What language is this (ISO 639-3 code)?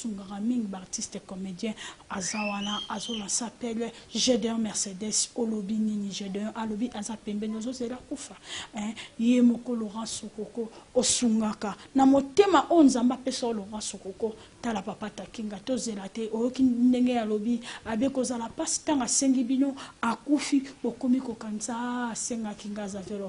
lin